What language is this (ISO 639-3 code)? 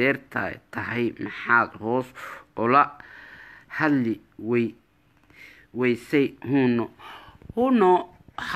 som